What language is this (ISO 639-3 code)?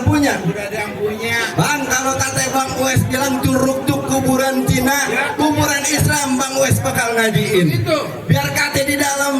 bew